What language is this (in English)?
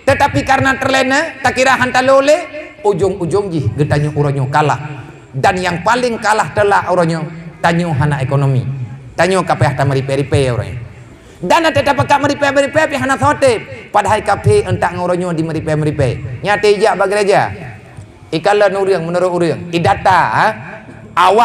Achinese